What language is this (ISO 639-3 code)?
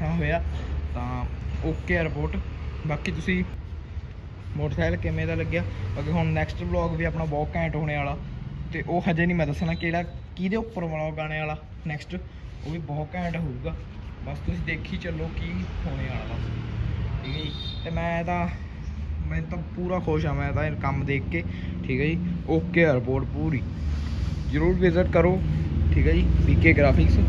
pan